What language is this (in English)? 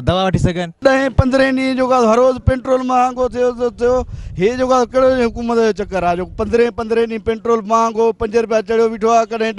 Sindhi